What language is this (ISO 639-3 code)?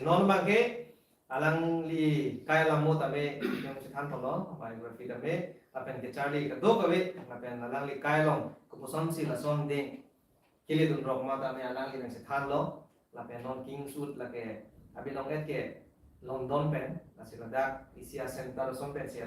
mjw